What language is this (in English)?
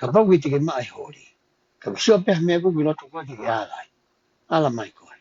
Tongan